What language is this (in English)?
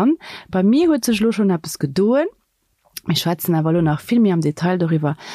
Luxembourgish